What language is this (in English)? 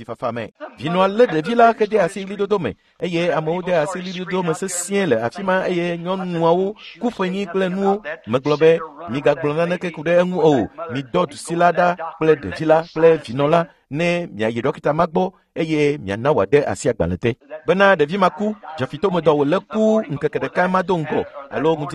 Ewe